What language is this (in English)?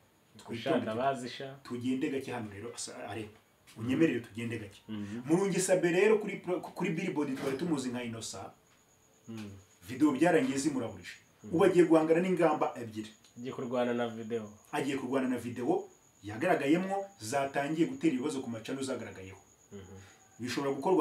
Kinyarwanda